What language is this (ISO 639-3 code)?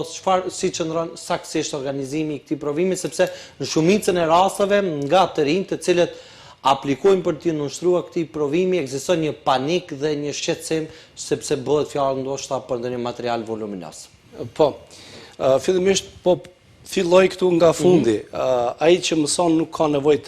sqi